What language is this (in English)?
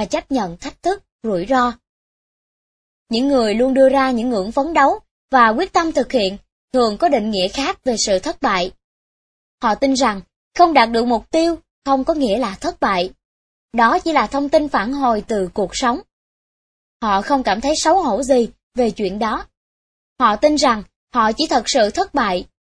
Vietnamese